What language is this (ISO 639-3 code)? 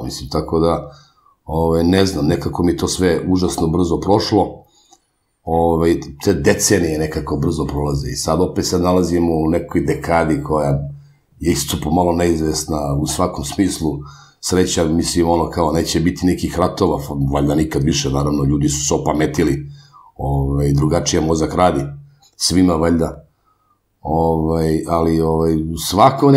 srp